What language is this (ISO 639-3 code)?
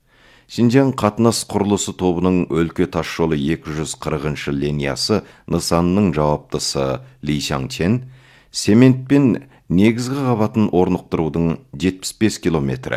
kaz